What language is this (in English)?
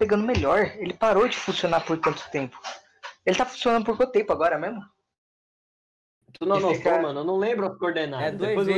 Portuguese